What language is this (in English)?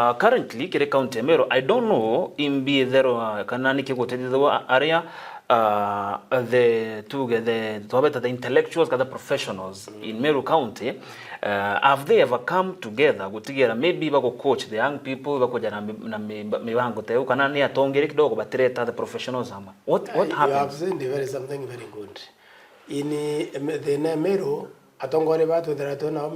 Meru